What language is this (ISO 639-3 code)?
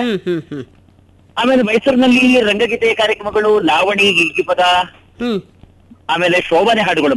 kan